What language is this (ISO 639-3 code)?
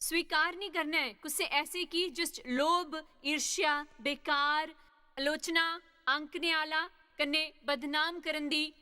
doi